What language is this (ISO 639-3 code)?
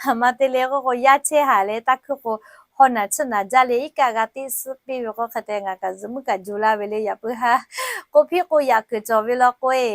lhu